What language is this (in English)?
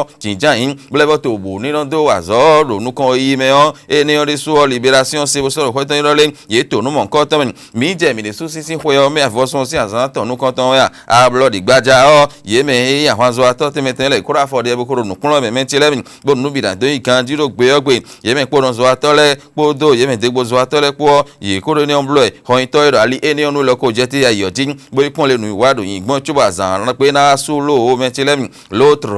Fon